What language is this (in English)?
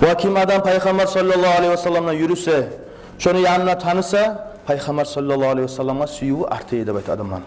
Kumyk